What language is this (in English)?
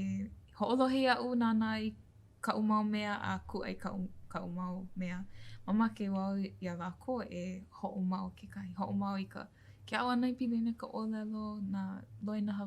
Hawaiian